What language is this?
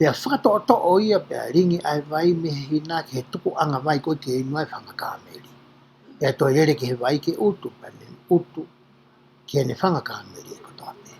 Tongan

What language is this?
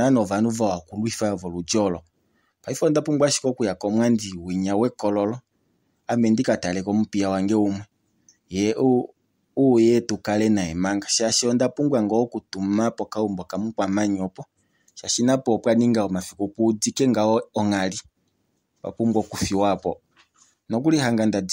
Kuanyama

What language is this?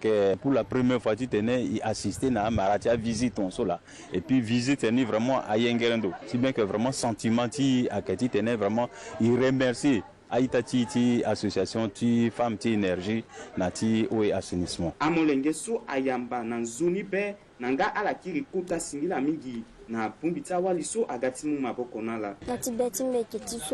Sango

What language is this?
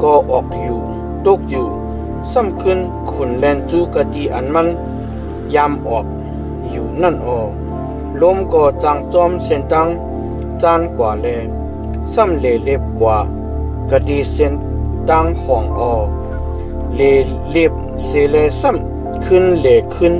Shan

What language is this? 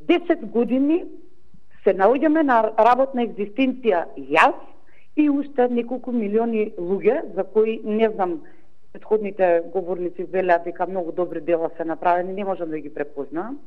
Macedonian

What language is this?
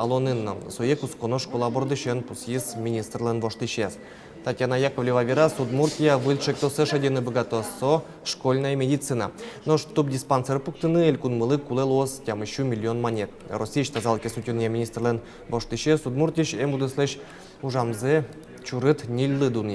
Udmurt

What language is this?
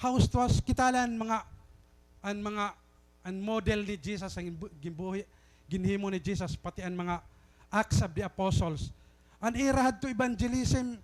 Waray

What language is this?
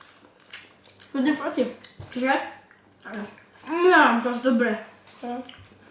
Slovak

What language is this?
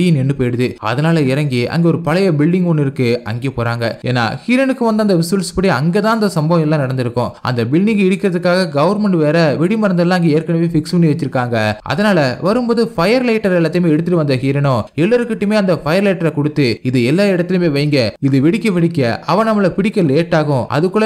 Tamil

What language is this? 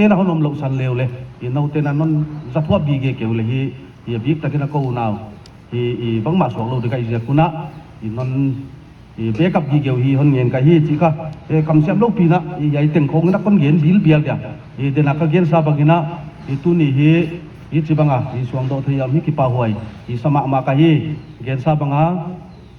Paite Chin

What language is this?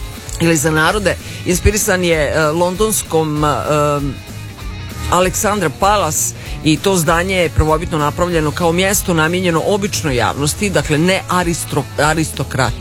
Serbian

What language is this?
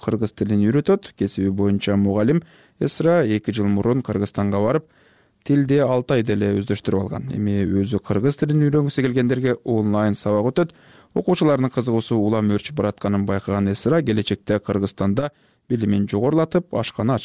Kyrgyz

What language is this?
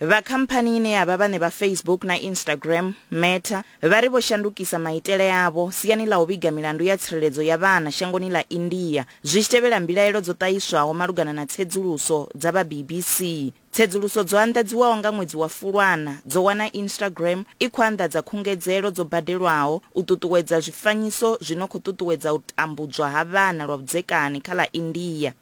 Venda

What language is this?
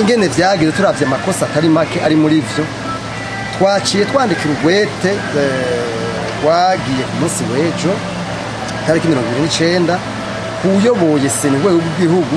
Rundi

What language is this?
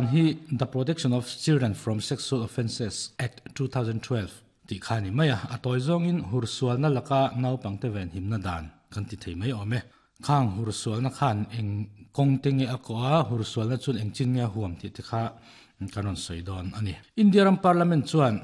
Mizo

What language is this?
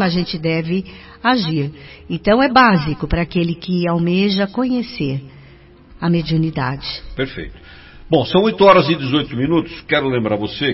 Portuguese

